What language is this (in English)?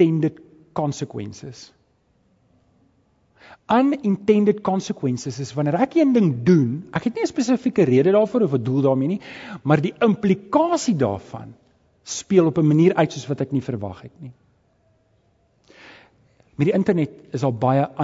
Afrikaans